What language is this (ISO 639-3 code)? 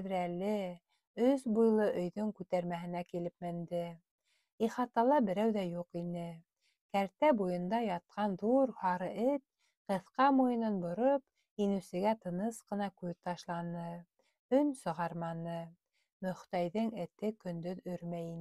bak